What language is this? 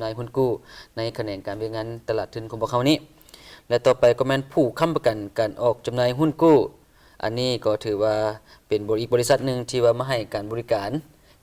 Lao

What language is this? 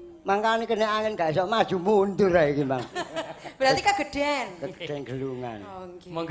Javanese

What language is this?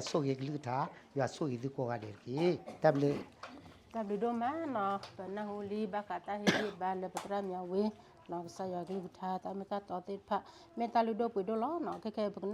S'gaw Karen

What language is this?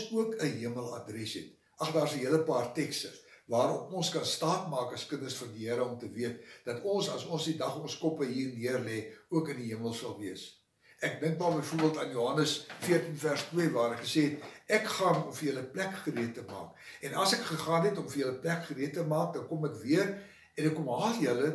Afrikaans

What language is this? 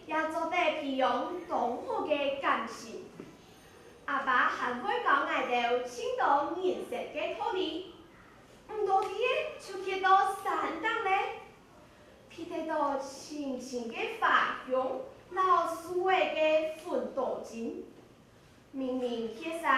Hakka Chinese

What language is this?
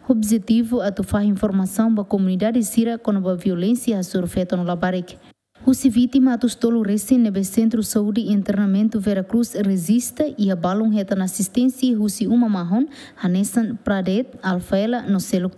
Tetum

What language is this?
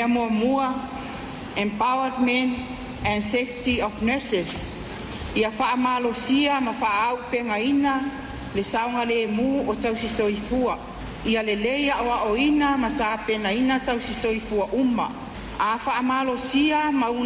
Samoan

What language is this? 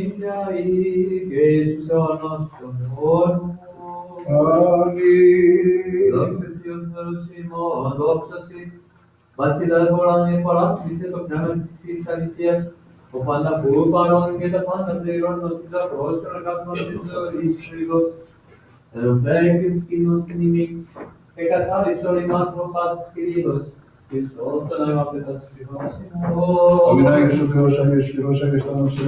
Greek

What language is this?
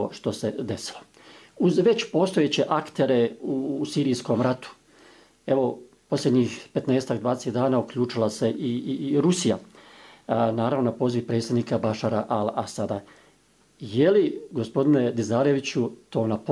Bosnian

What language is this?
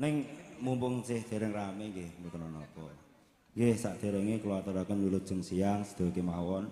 Javanese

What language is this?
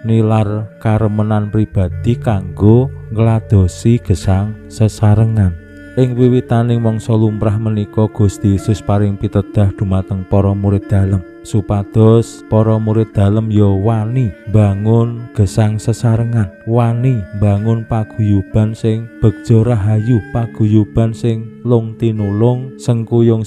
Javanese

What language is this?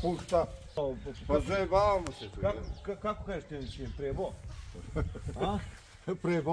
Serbian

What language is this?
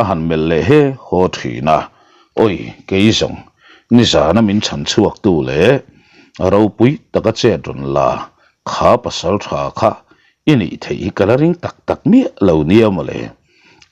Mizo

